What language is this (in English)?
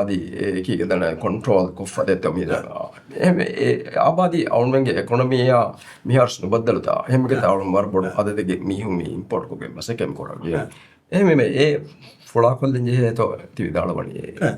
Divehi